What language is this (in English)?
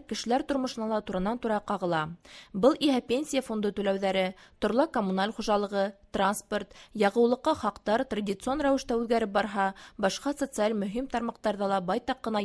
Bashkir